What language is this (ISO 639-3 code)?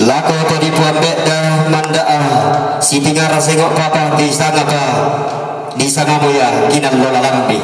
sda